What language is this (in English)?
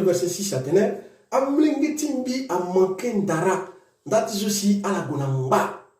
Sango